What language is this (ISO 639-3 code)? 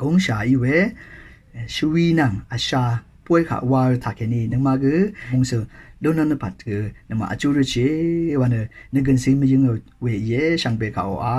raw